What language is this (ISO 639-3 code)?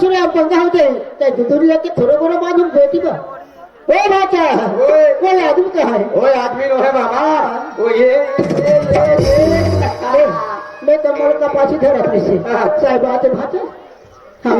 hne